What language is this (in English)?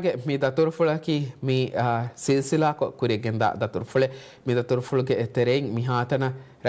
Divehi